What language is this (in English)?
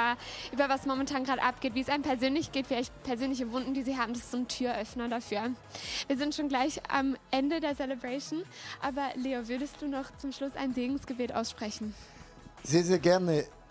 Swiss German